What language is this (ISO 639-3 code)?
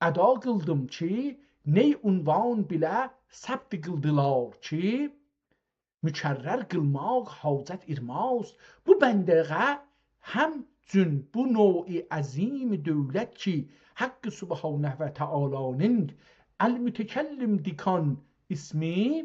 azb